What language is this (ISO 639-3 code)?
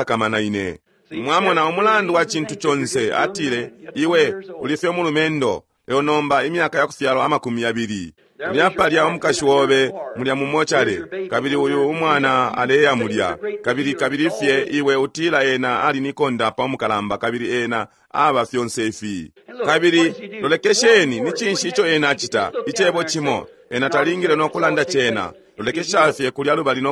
bem